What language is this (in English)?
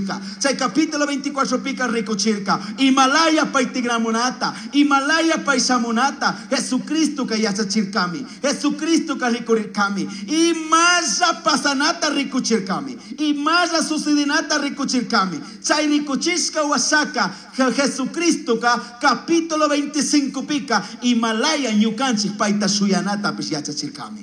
Chimborazo Highland Quichua